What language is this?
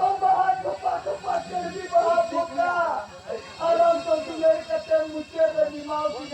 Santali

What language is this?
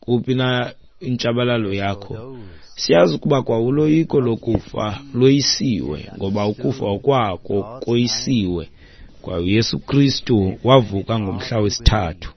Xhosa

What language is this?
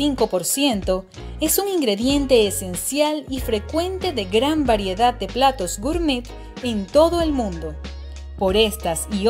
Spanish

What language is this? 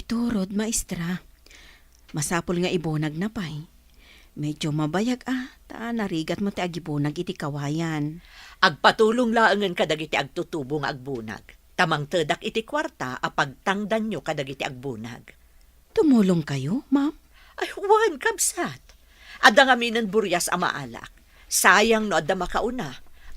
Iloko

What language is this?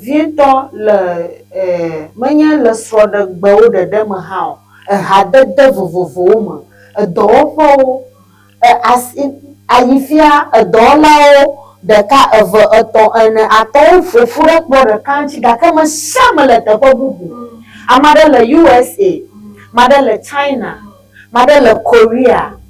Ewe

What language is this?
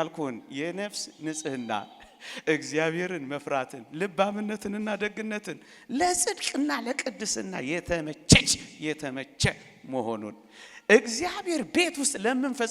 Amharic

